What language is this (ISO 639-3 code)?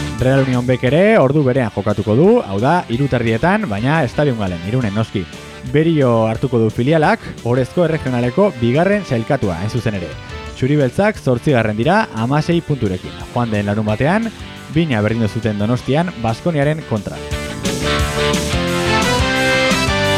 eus